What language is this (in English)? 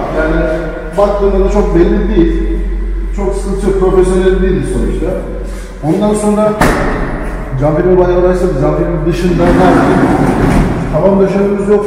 Turkish